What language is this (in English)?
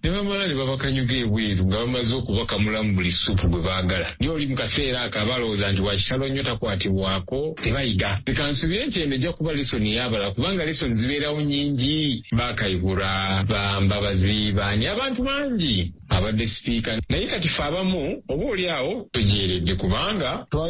Ganda